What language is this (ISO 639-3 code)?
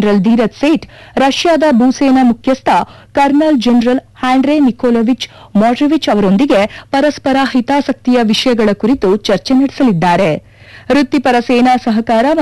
kan